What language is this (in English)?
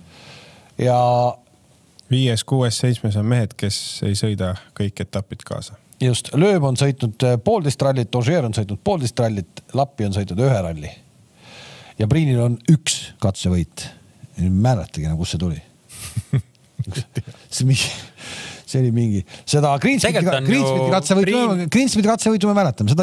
Estonian